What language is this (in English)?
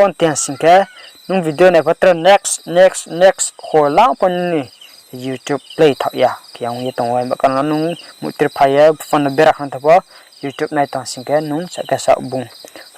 Riang (India)